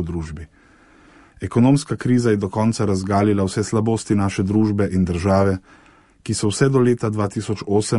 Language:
Slovenian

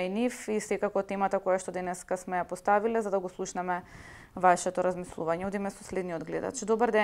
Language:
Macedonian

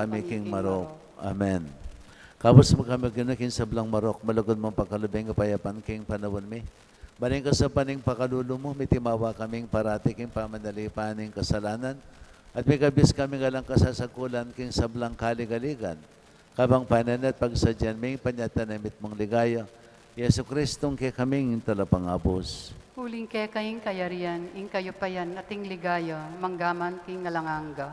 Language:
Pampanga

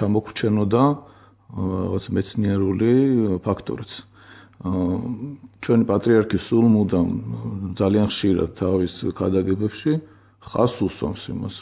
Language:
Georgian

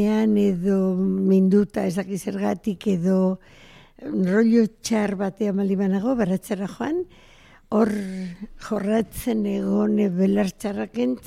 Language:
Basque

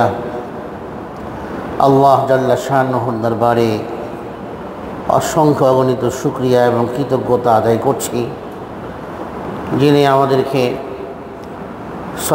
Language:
Bangla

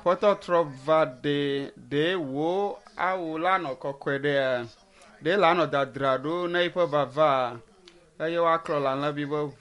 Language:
Ewe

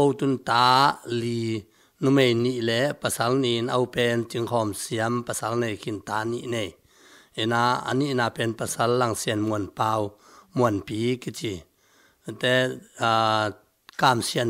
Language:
Tedim Chin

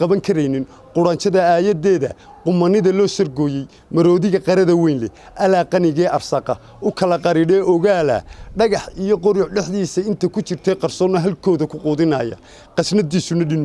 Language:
Somali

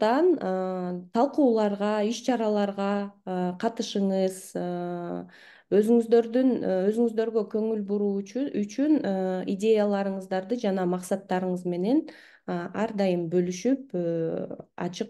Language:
Kyrgyz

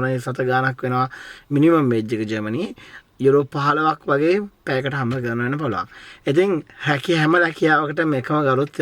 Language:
Sinhala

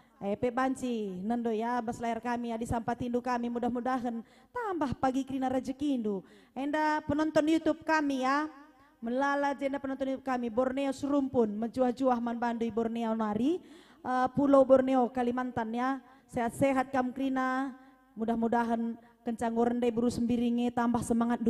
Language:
Batak Karo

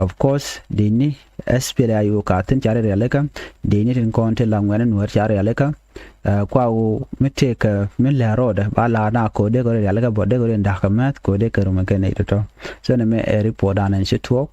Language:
Nuer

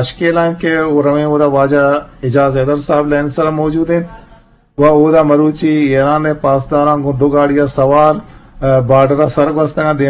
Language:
Eastern Balochi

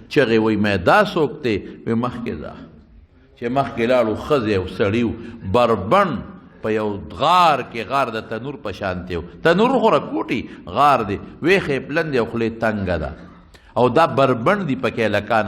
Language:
Pashto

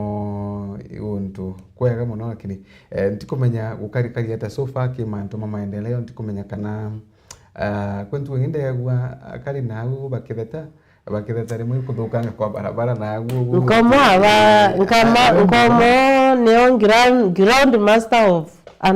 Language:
Meru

